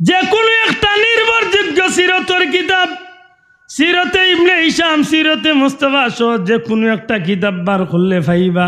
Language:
Sylheti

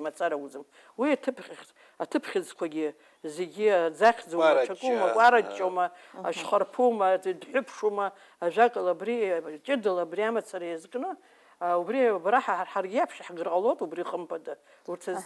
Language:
Abkhazian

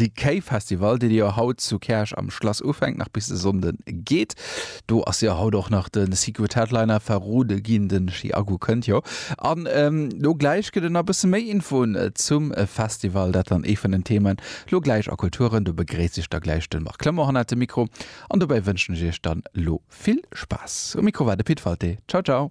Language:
Luxembourgish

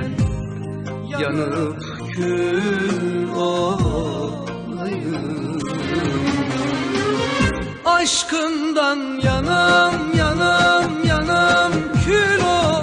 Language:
Turkish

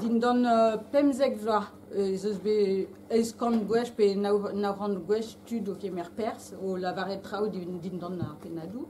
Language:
Breton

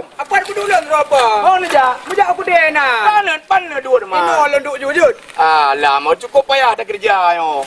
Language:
Achinese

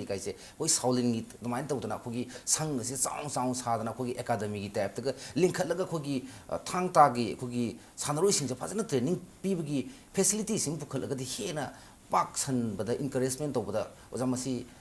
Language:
Manipuri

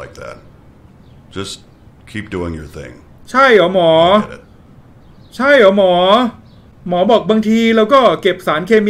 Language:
Thai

